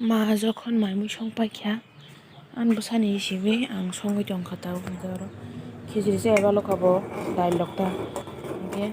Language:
Kok Borok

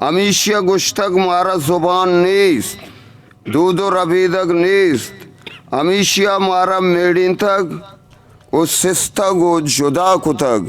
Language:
Eastern Balochi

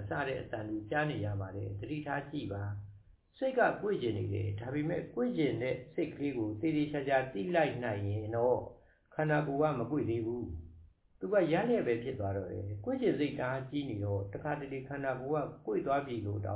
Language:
Burmese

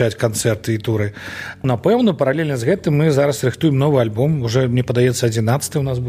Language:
Belarusian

